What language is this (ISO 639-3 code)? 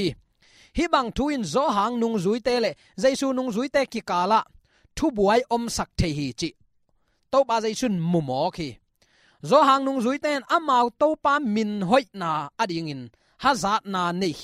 ctd